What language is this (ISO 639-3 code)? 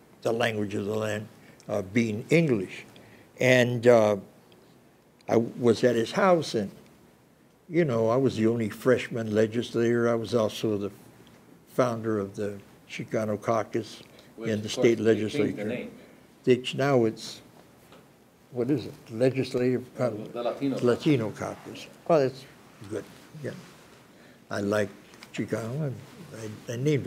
eng